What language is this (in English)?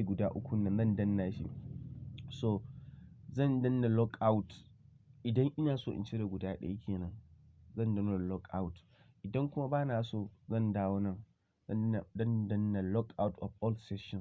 Hausa